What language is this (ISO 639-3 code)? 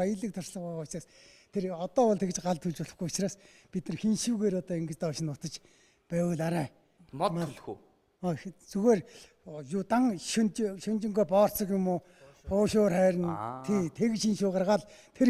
mon